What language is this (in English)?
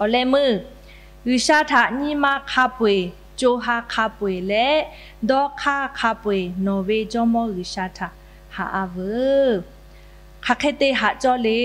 Lahu